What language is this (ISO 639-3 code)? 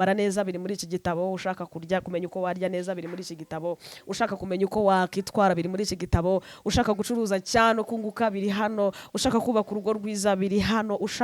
kin